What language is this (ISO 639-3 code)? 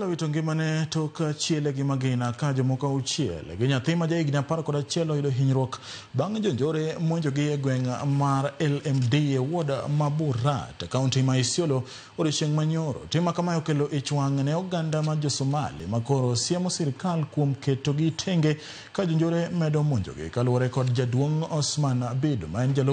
luo